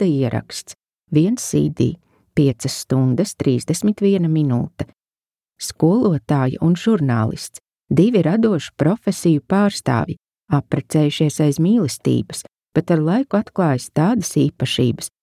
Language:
Latvian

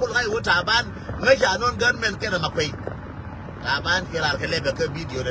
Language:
Nuer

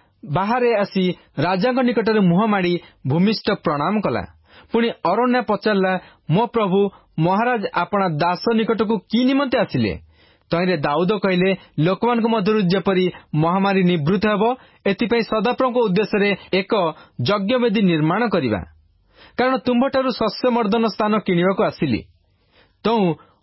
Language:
Odia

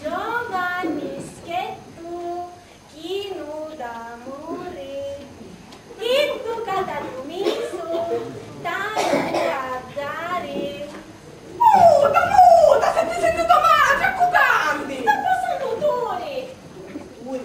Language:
Sicilian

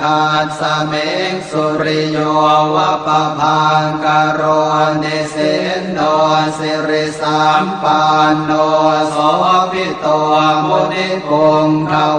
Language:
Pali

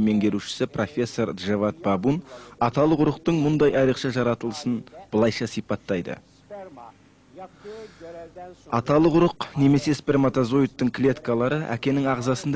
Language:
Kazakh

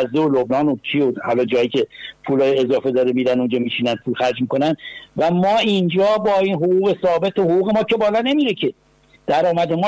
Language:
Persian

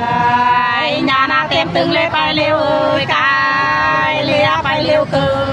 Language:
Nung (Viet Nam)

